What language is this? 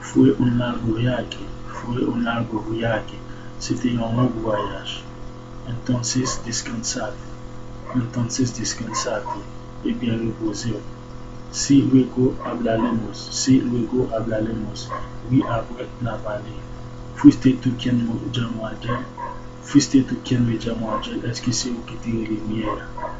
Haitian Creole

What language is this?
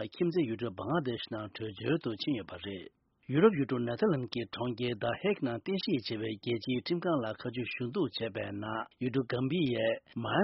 Tibetan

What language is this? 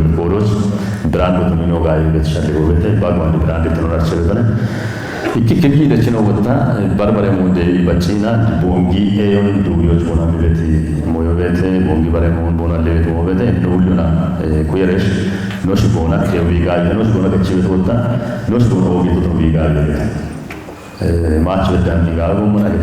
Kafa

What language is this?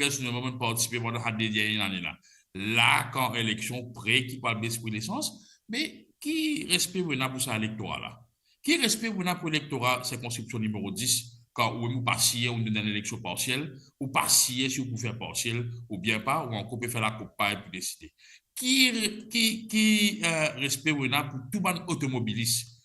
Morisyen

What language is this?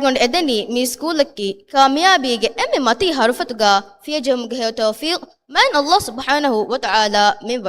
Divehi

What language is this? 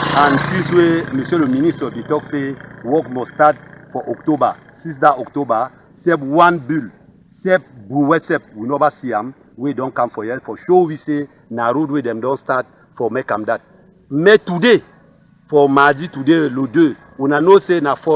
Cameroon Pidgin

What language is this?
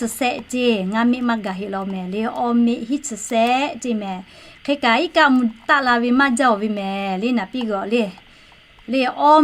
Lahu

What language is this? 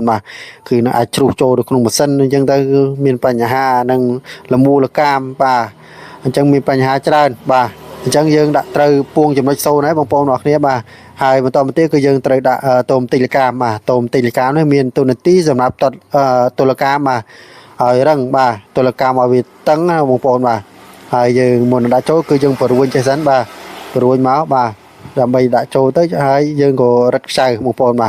Khmer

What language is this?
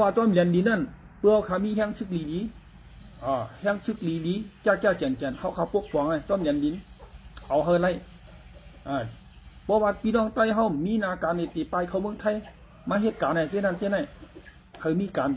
Shan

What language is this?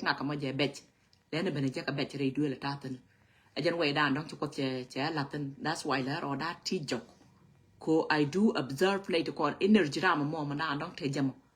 Nuer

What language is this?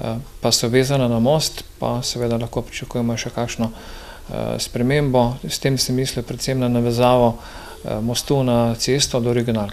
Slovenian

